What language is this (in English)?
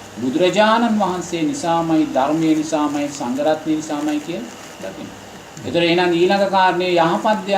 Sinhala